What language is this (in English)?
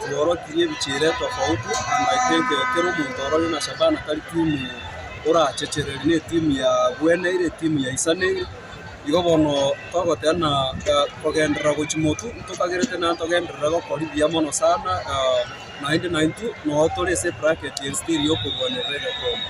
Gusii